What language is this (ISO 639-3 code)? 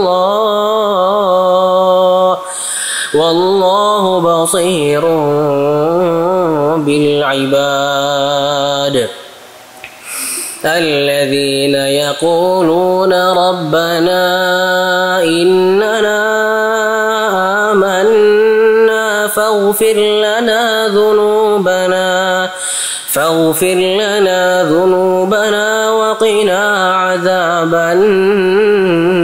ara